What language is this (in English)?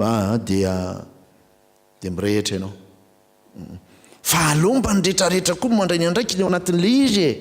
Malagasy